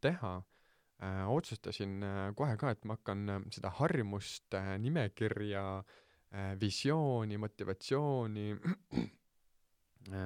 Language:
Estonian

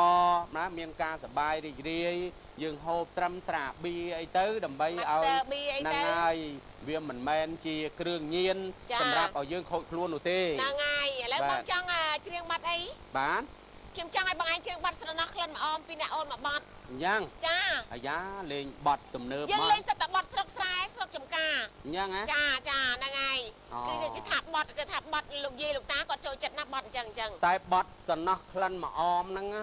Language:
Khmer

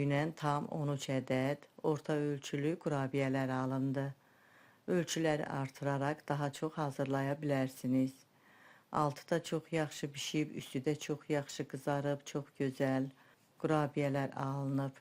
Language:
Azerbaijani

